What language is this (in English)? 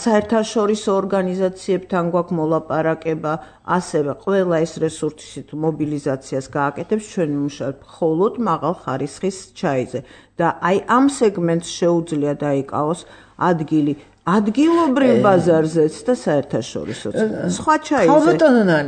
Georgian